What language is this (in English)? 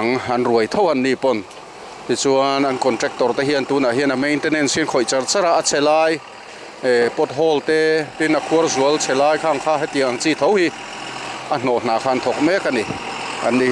Mizo